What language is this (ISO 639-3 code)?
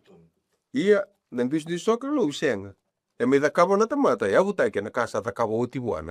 fij